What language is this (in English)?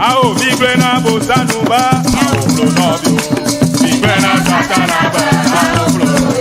Ewe